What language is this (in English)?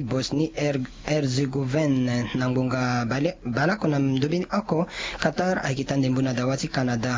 Sango